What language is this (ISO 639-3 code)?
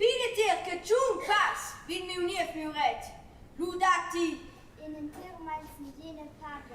roh